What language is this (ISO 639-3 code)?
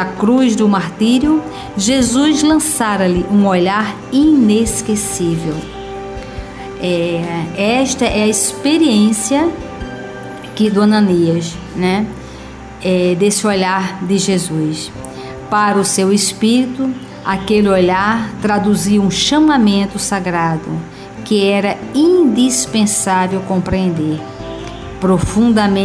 por